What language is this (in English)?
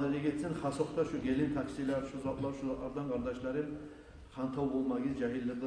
Kumyk